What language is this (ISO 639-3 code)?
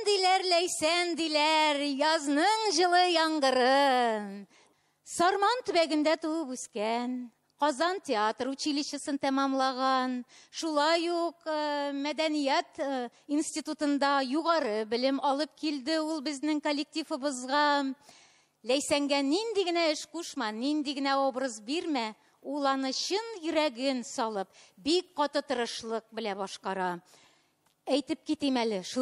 tat